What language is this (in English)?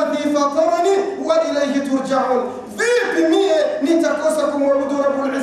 Swahili